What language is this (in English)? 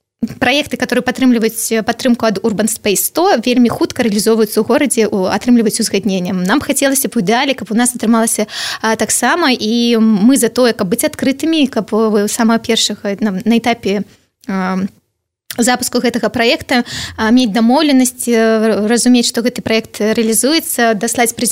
Belarusian